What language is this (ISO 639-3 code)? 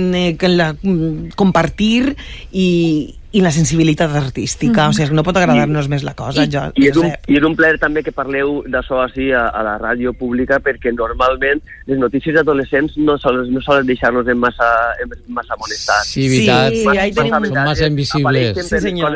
cat